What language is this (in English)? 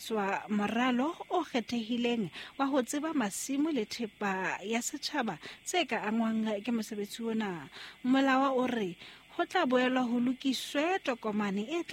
Southern Sotho